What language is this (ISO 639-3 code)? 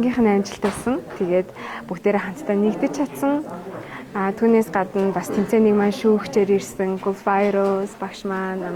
mon